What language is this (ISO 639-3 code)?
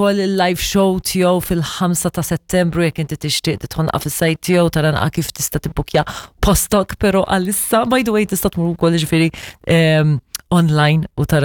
mlt